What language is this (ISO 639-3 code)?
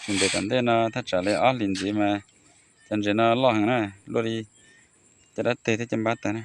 hmn